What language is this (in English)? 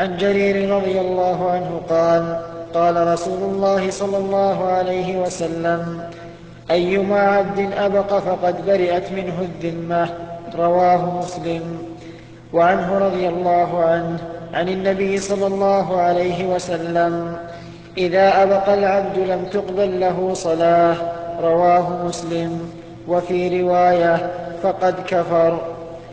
Arabic